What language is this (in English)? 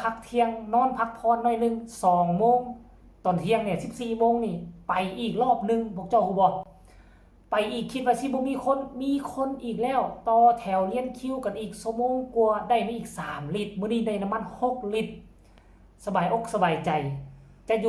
Northeastern Thai